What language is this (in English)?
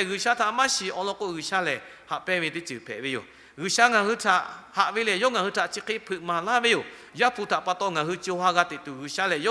Lahu